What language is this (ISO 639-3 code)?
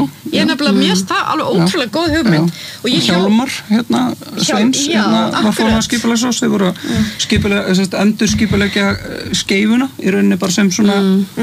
isl